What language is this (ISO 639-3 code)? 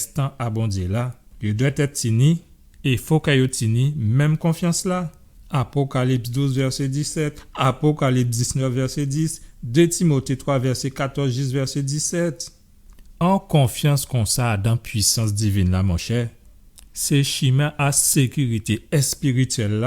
gcf